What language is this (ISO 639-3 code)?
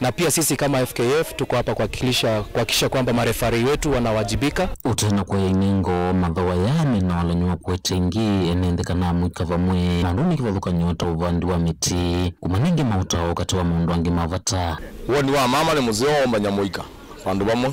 kam